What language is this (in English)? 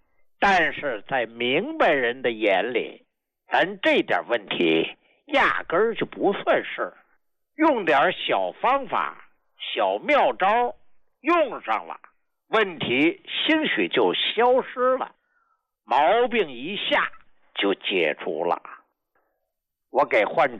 Chinese